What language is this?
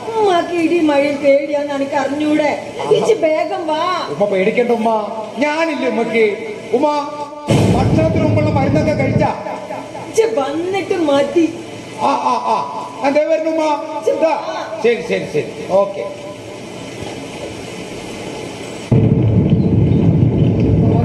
Malayalam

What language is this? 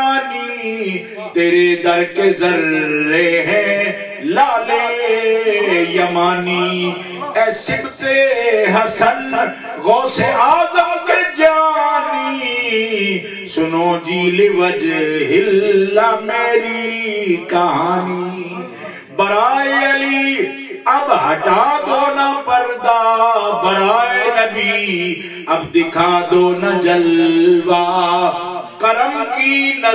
Urdu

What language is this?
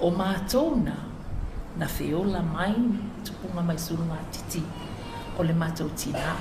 Samoan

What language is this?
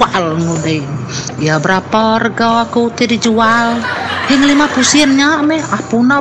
Iban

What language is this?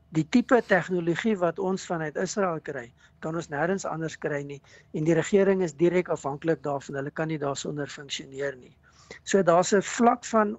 Afrikaans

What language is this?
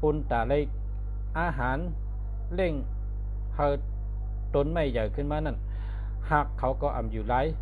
Shan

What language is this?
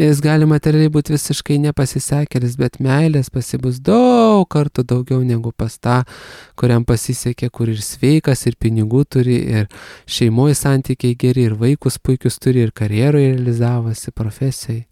Lithuanian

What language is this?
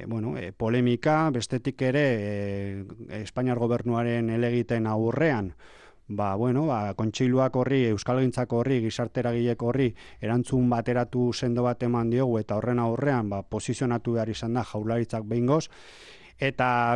Basque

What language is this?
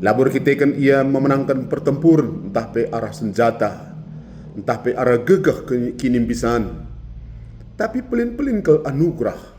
Batak Karo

